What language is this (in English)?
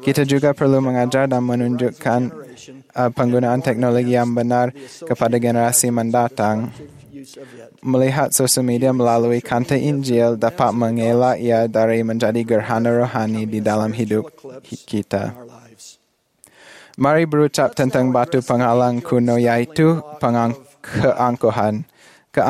Malay